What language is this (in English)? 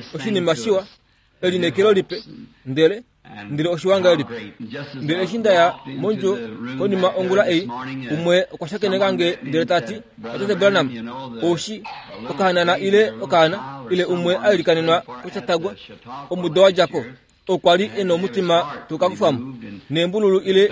Kuanyama